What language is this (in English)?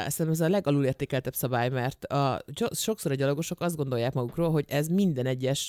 Hungarian